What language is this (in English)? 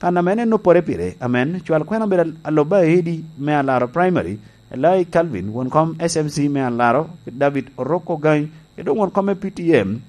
Lango (Uganda)